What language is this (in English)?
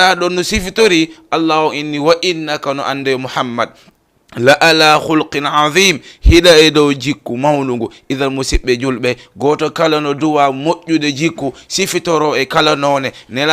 Fula